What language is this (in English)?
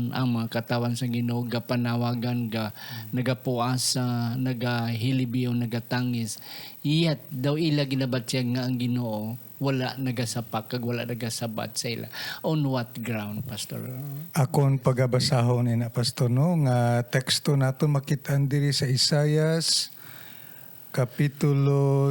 Hiligaynon